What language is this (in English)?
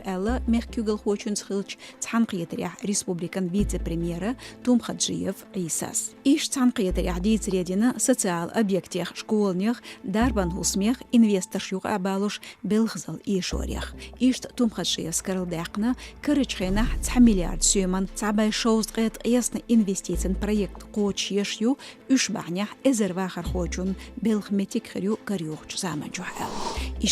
Chechen